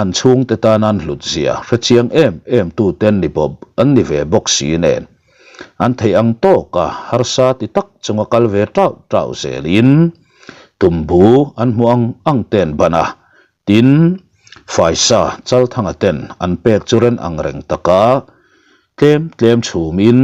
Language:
Mizo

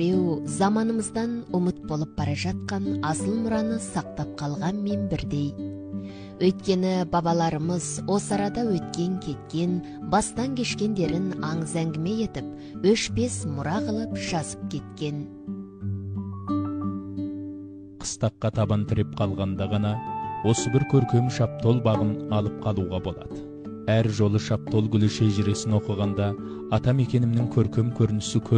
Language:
Kazakh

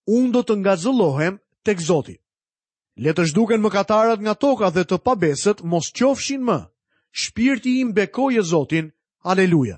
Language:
Albanian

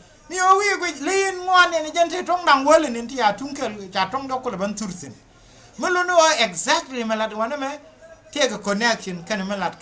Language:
Nuer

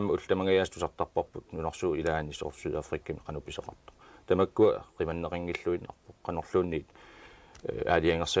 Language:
Kalaallisut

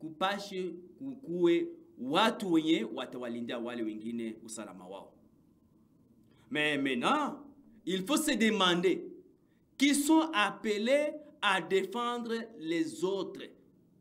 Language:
Swahili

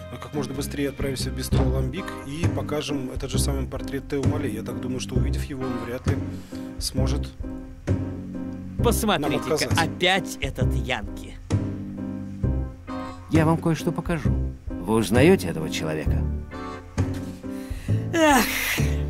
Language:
Russian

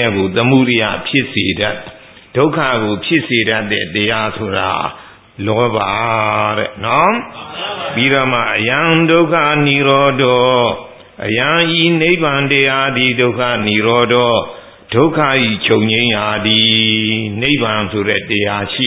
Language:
Burmese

